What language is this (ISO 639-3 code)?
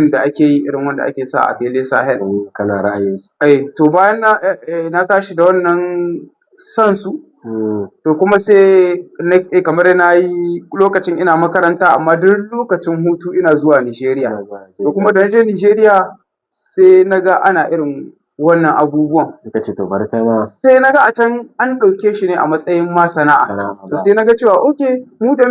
hau